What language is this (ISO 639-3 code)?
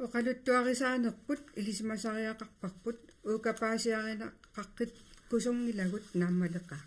kal